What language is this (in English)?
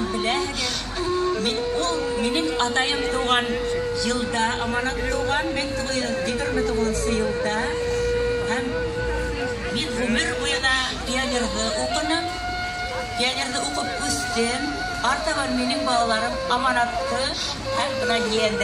Bashkir